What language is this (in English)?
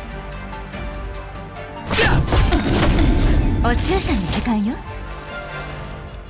Japanese